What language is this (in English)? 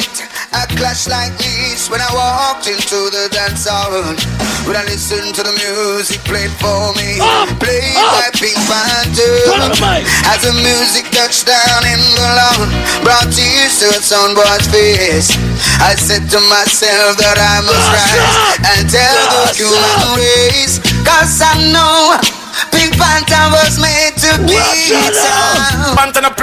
Jamaican Creole English